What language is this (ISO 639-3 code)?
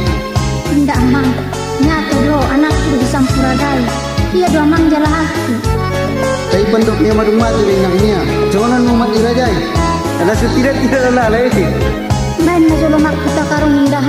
akb